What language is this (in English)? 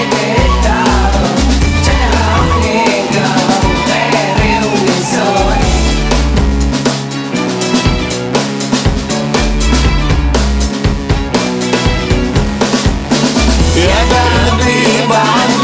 Hebrew